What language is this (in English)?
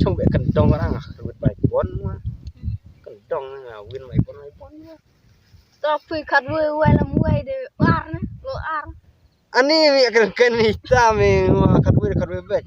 Khasi